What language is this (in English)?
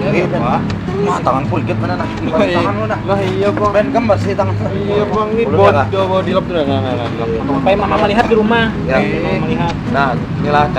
Banjar